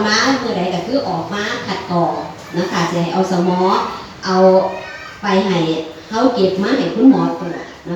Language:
Northeastern Thai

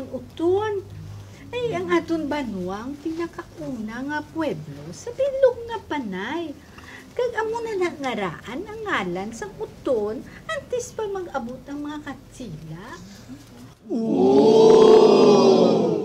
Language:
Hiligaynon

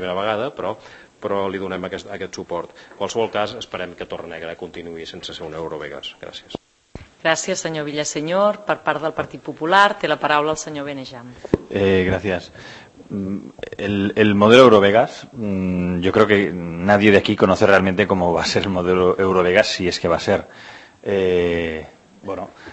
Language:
Catalan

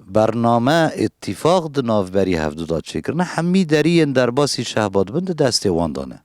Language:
Kurdish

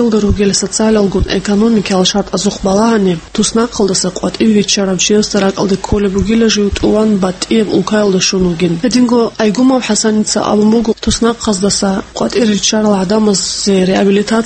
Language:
Avaric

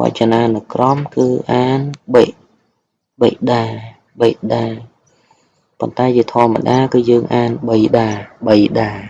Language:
Khmer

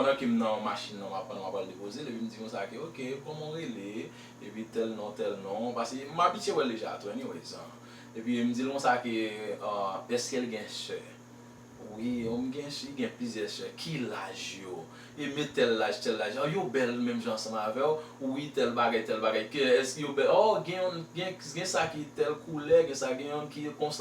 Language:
Haitian Creole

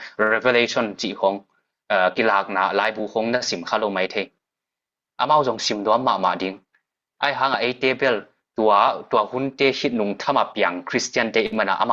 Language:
Tedim Chin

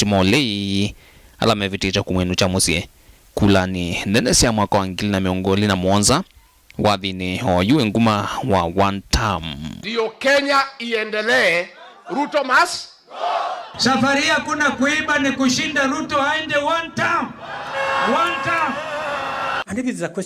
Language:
Kamba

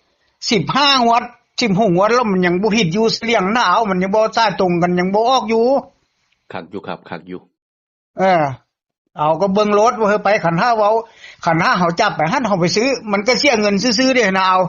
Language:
Northeastern Thai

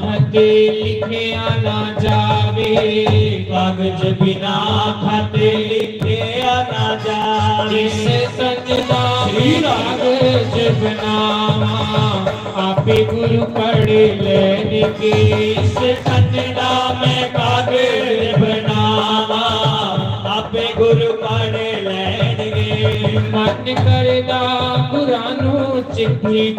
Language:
Dogri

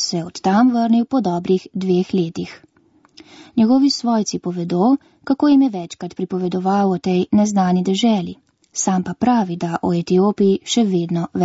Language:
Slovenian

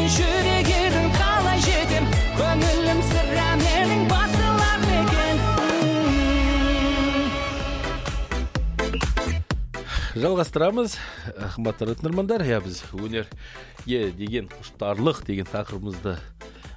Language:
Kazakh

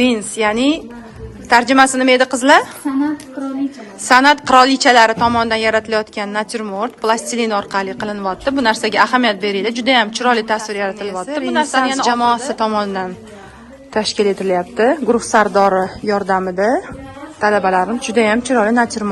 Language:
Uzbek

